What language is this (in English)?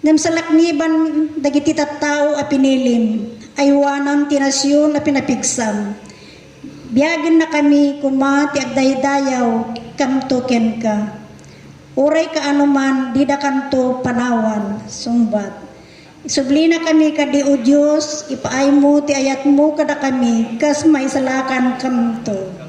Iloko